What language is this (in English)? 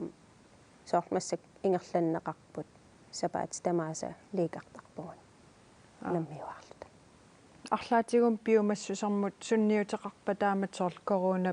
Kalaallisut